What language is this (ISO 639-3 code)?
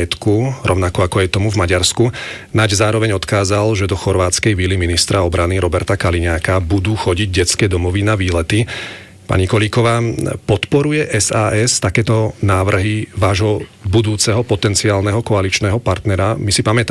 slk